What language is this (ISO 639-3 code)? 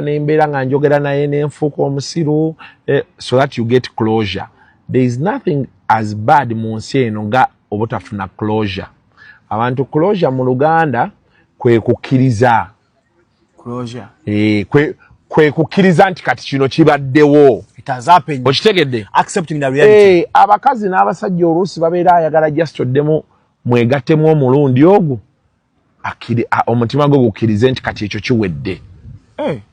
lug